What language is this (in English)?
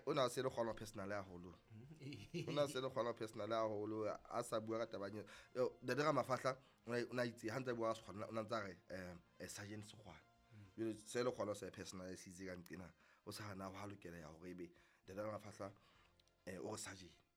Southern Sotho